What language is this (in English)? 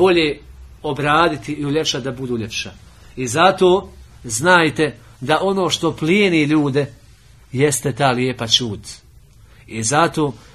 Bosnian